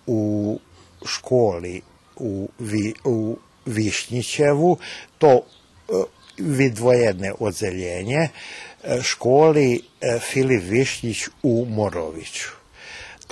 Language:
Rusyn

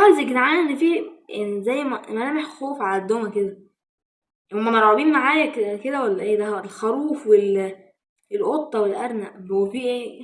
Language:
Egyptian Arabic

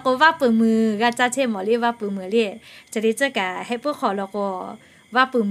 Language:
Lahu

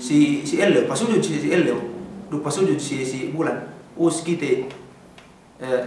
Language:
Yakan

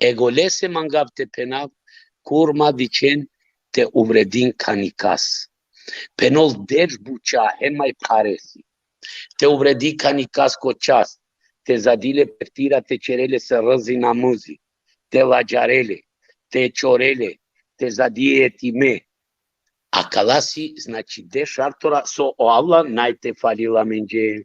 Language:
Balkan Romani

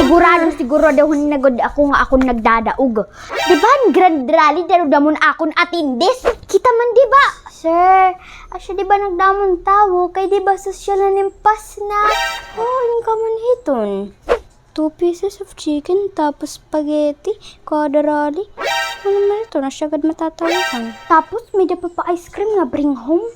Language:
Waray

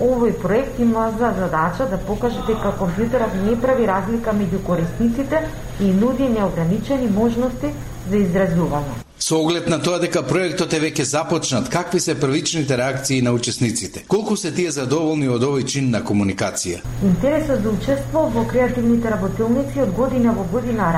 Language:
Macedonian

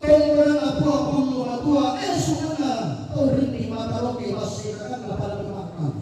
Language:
Toraja-Sa'dan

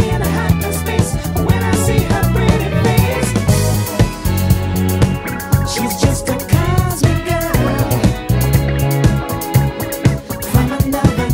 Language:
English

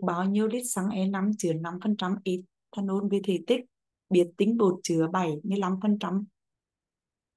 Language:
Vietnamese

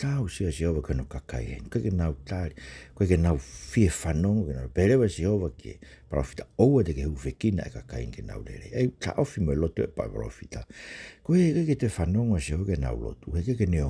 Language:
Tongan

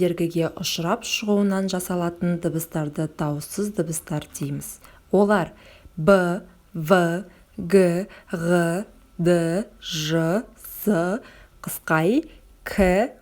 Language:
Kazakh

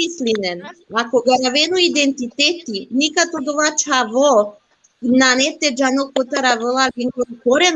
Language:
Balkan Romani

